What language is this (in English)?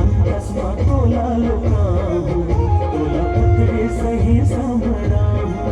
Chhattisgarhi